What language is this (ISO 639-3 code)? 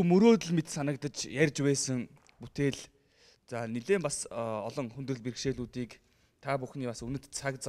mon